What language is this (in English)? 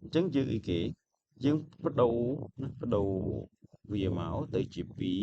Khmer